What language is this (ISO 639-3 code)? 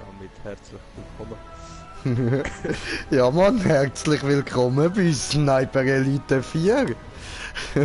gsw